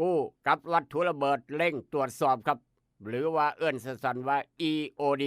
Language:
Northeastern Thai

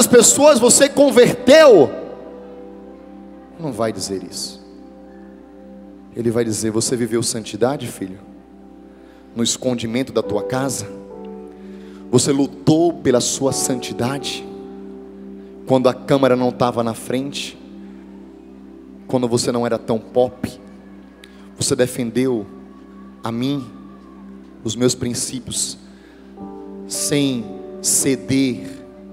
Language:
Portuguese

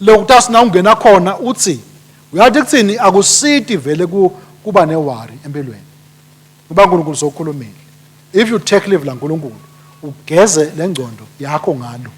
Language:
Swati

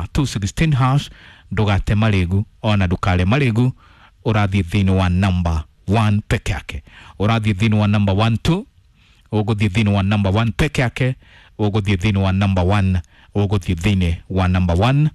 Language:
Kikuyu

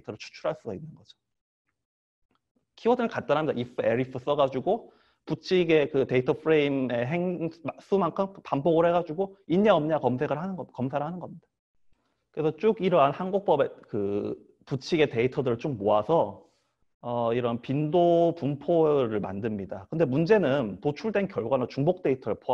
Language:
Korean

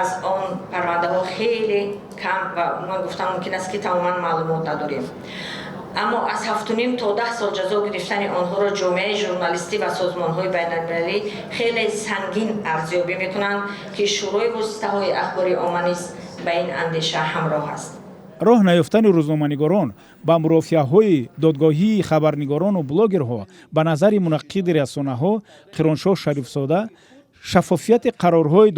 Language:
Tajik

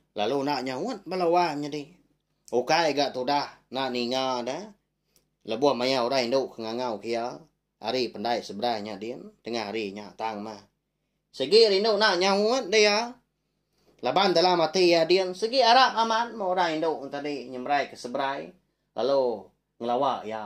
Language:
Iban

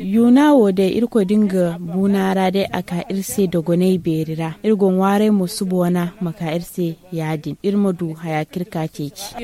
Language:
Zarma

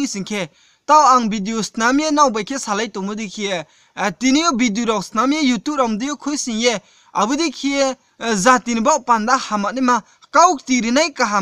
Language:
Riang (India)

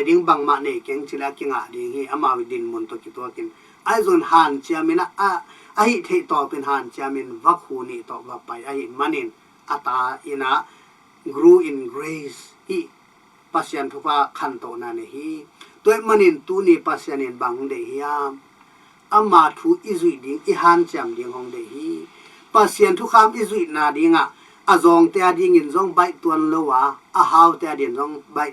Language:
Tedim Chin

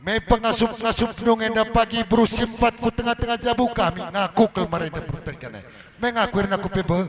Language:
Batak Karo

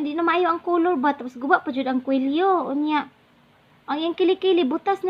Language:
Cebuano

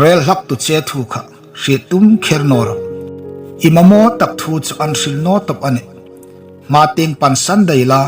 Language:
Hmar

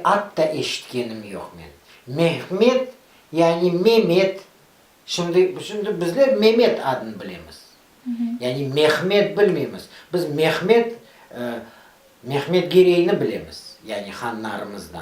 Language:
Crimean Tatar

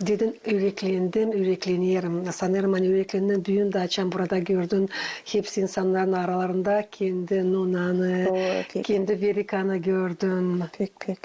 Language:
Gagauz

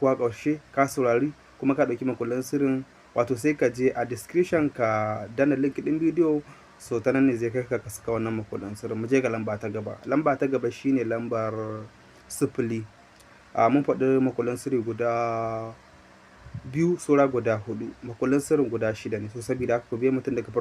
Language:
Hausa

